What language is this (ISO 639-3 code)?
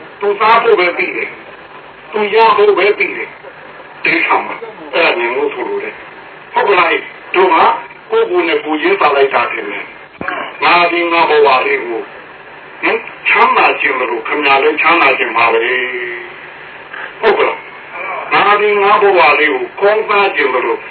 mya